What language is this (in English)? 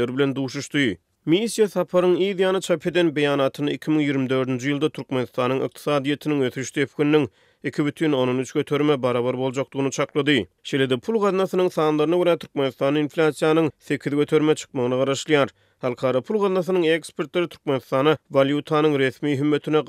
Turkmen